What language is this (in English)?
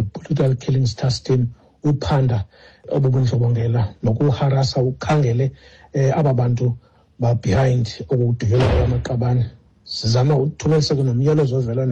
Xhosa